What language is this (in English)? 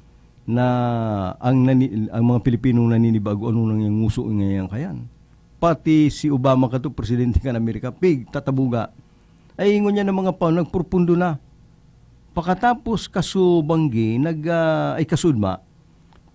Bikol